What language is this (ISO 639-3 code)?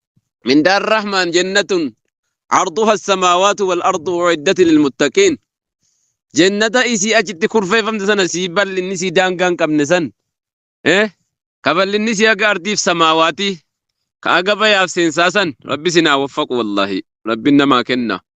orm